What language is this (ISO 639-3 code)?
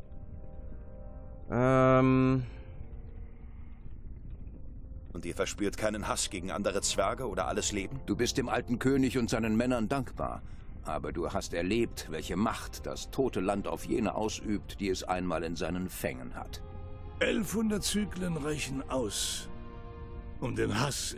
deu